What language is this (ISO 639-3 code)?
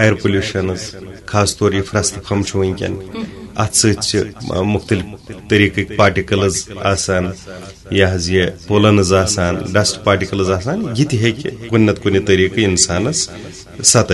kas